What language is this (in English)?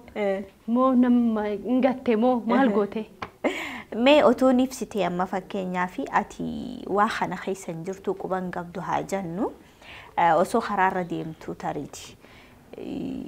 Oromo